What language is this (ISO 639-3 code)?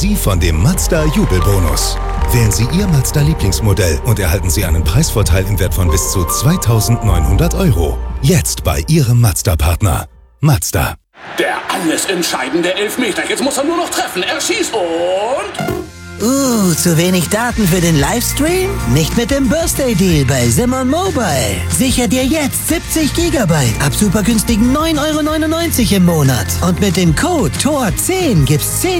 deu